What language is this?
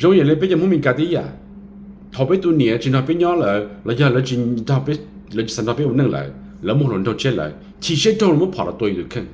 Hmong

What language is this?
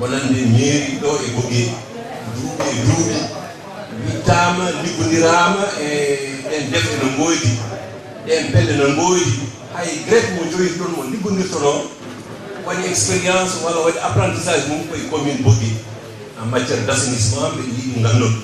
Fula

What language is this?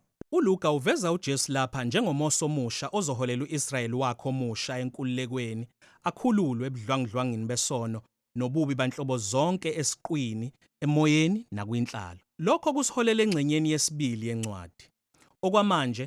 Zulu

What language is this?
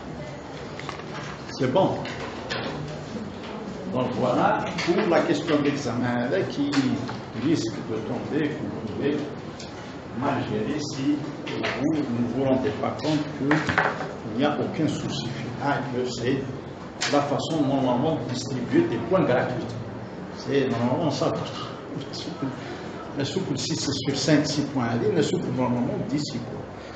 French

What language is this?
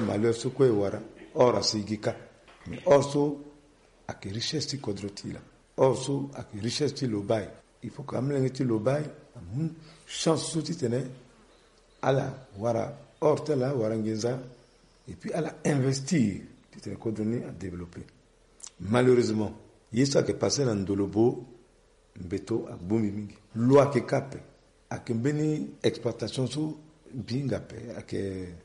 Sango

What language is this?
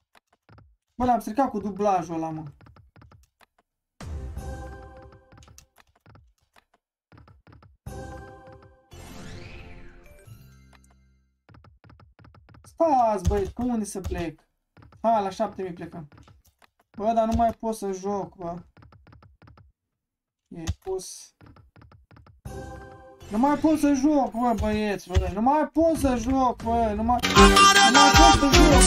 Romanian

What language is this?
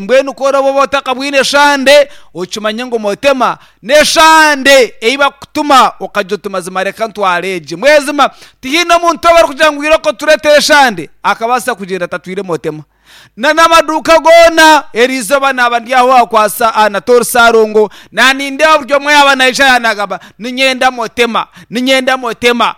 Nyankole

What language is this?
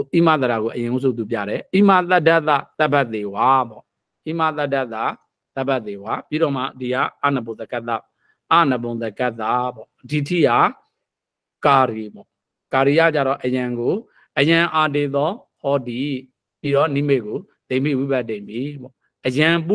Burmese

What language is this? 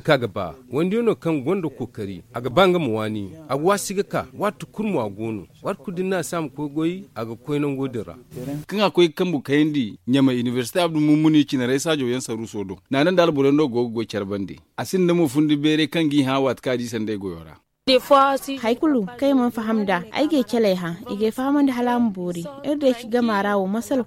Zarma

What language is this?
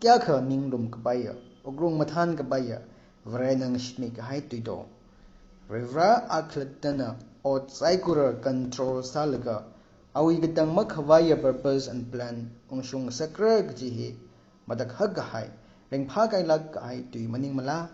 Tangkhul Naga (India)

